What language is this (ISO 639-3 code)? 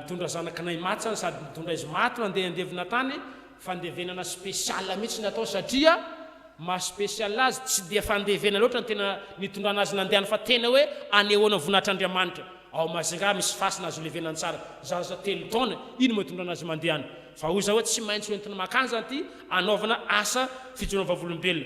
mlg